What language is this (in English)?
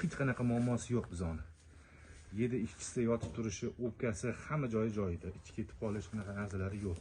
Uzbek